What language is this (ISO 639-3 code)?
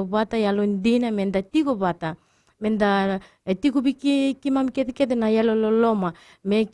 fij